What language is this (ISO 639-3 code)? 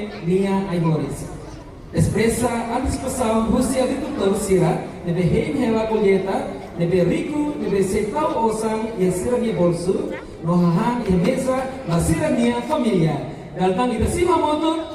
tet